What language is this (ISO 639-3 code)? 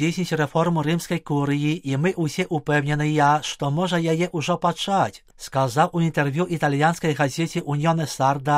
bel